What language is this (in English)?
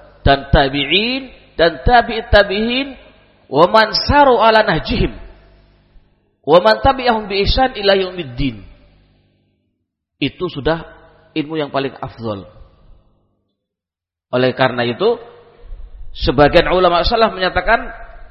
Indonesian